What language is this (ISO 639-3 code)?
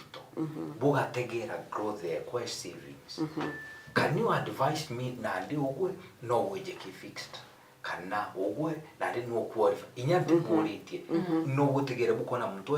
mer